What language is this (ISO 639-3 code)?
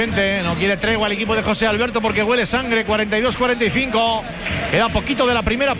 spa